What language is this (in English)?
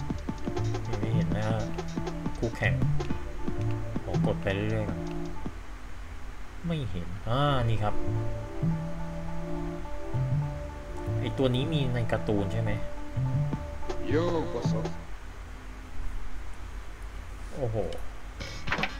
Thai